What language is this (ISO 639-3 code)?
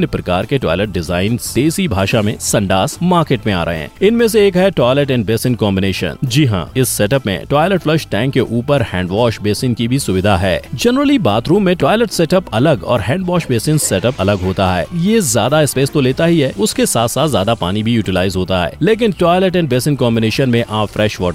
hin